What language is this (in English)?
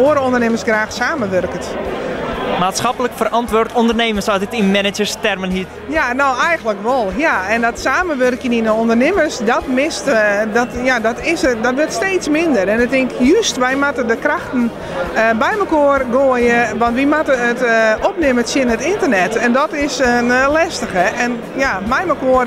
Western Frisian